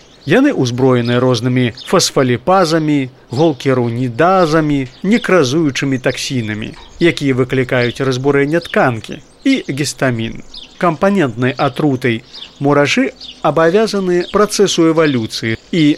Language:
Belarusian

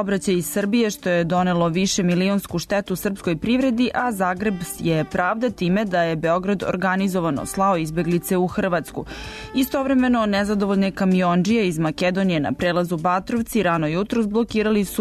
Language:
Serbian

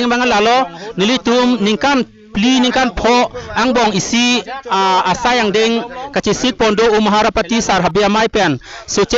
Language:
Karbi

